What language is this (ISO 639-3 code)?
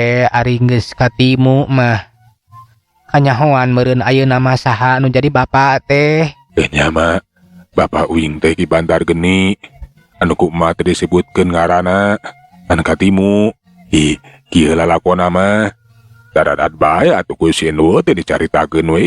sun